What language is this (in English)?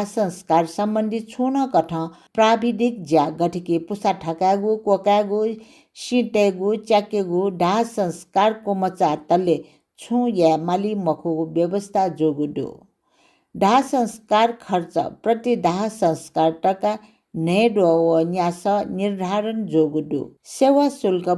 Newari